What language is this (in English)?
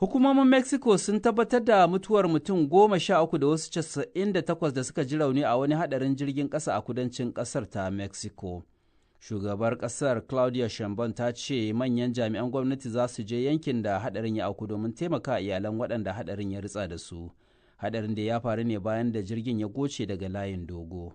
Hausa